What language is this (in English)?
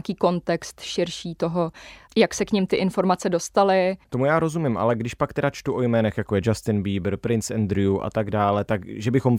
Czech